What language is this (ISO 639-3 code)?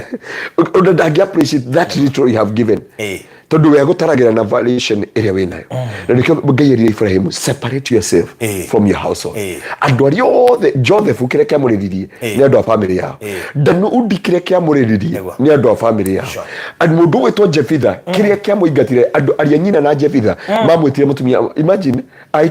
kik